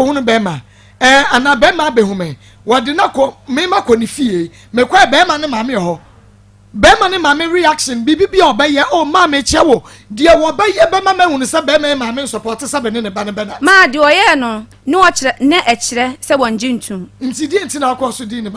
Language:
Akan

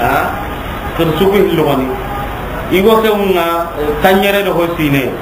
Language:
Soninke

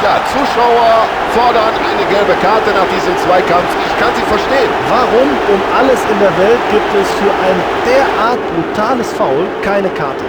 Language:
Bavarian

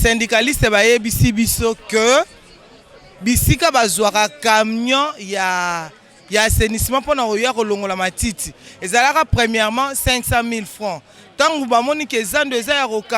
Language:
Lingala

